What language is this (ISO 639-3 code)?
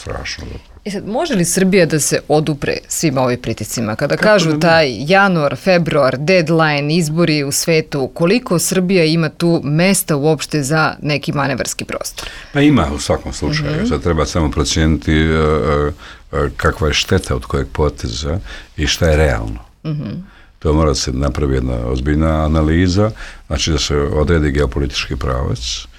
srp